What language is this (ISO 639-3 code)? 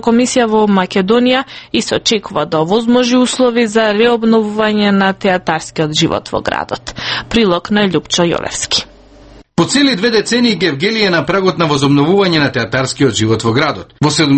mkd